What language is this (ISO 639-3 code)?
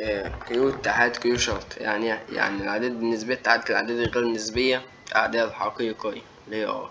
arz